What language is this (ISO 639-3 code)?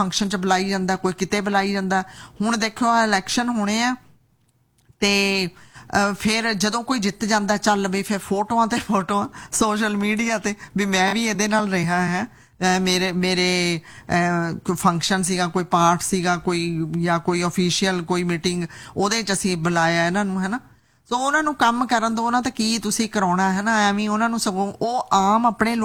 pan